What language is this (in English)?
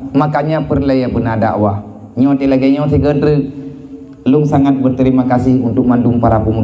Achinese